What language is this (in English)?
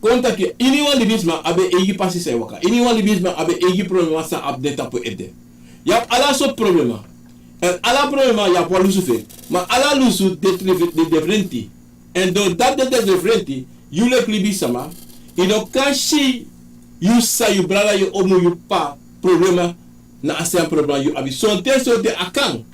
Sranan Tongo